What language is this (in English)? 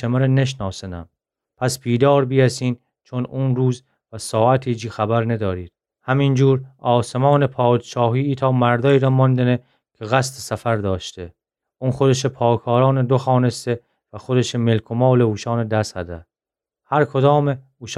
Gilaki